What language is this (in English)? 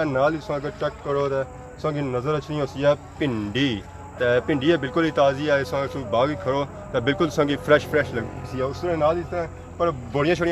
Pahari-Potwari